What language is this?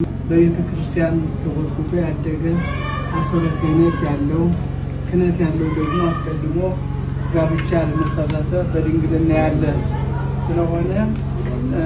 Amharic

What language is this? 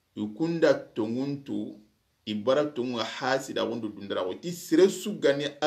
Soninke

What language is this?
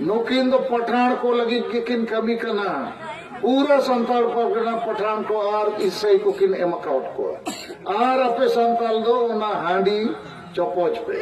Santali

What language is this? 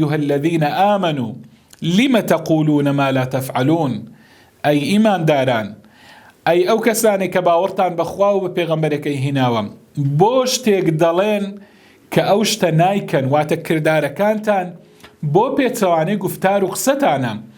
Central Kurdish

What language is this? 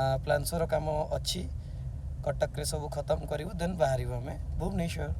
Odia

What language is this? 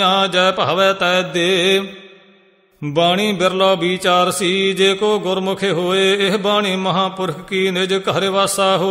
Punjabi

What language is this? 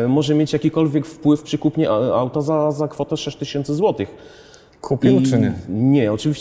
Polish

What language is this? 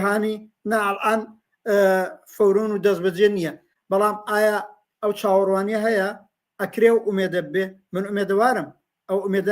Central Kurdish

